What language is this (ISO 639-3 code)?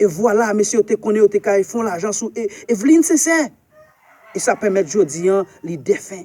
hat